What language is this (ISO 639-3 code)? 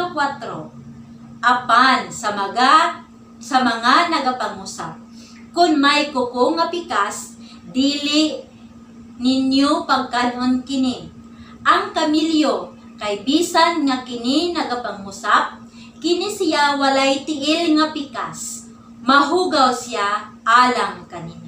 ceb